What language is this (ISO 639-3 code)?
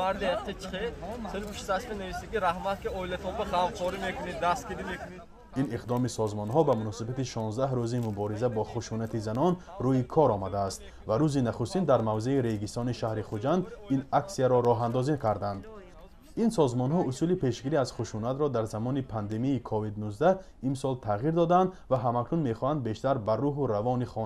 tgk